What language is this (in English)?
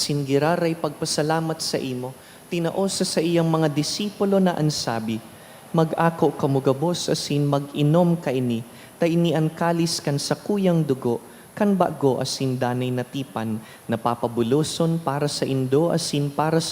Bikol